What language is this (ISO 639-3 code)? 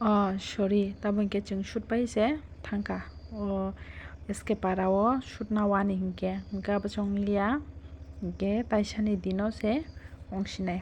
trp